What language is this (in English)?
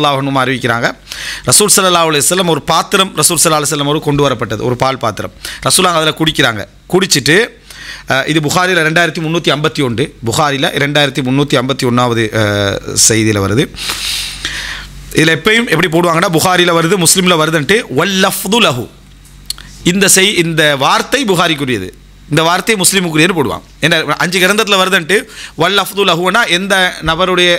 Tamil